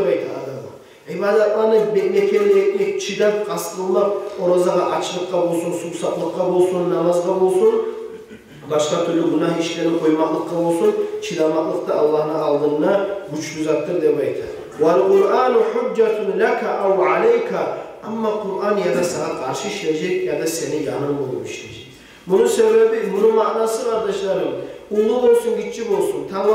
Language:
Kumyk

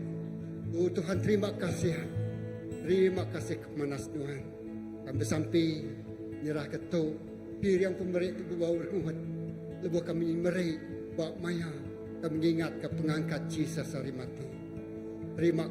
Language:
Iban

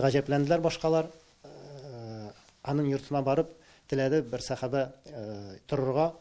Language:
Tatar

